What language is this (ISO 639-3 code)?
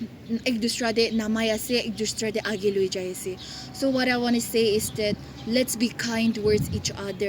nag